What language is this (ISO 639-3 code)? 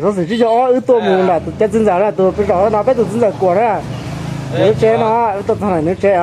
hmn